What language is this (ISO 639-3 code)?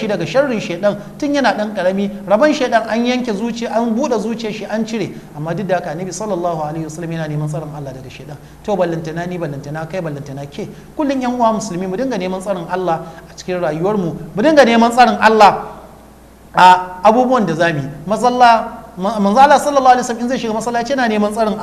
hau